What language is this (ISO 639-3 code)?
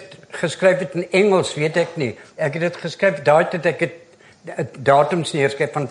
afr